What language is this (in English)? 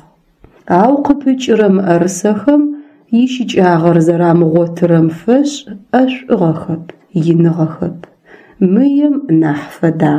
Adyghe